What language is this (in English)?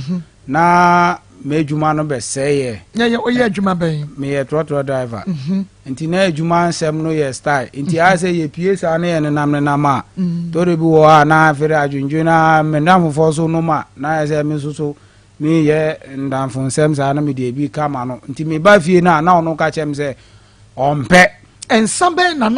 Akan